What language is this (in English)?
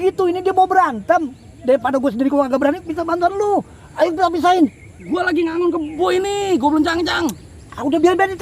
Betawi